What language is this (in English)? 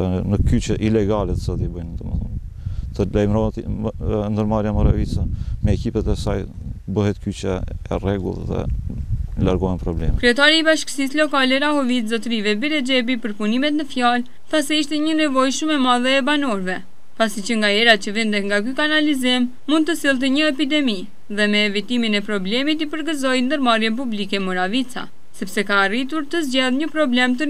Albanian